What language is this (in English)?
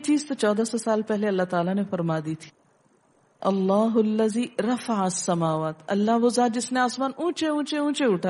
Urdu